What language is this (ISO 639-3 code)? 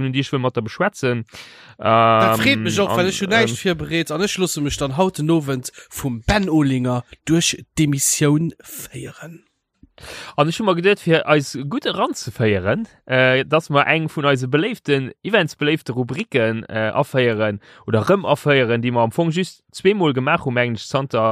ltz